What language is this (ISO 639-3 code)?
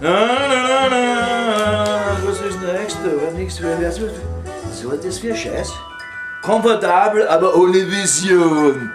bar